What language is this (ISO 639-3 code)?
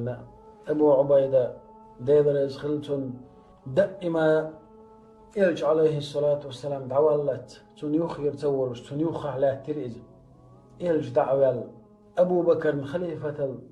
che